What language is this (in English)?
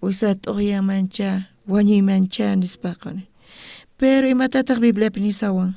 South Bolivian Quechua